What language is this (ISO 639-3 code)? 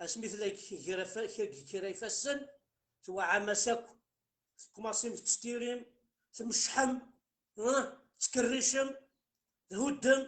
kab